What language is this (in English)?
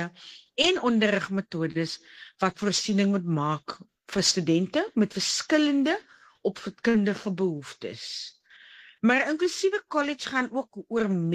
Afrikaans